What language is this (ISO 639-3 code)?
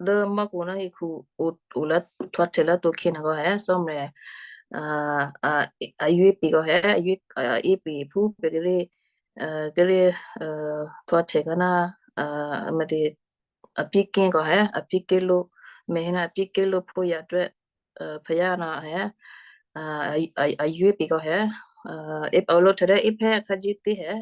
kyu